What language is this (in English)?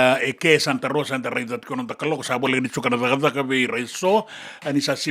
Fijian